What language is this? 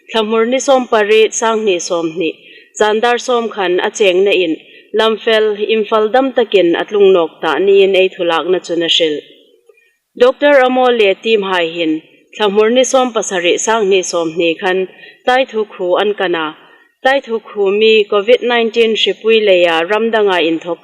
Hmar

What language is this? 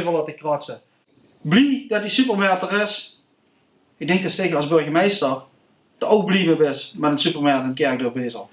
Limburgish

